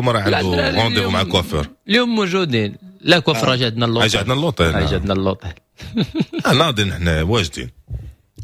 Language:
Moroccan Arabic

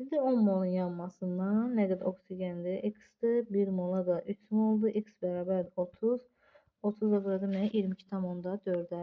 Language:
Azerbaijani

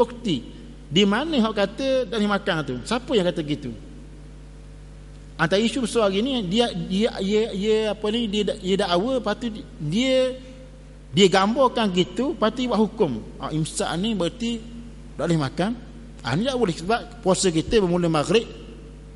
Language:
Malay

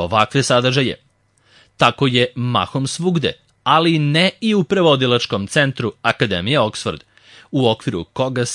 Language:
Serbian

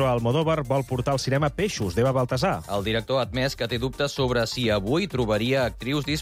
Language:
Catalan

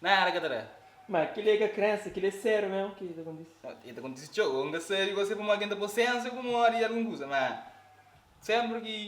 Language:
Kabuverdianu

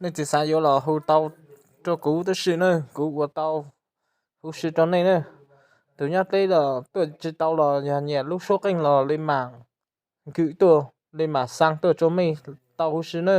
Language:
Hmong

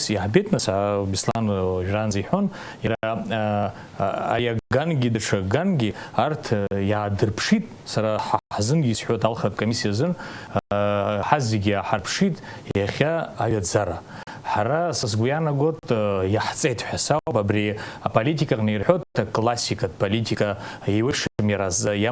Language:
Abkhazian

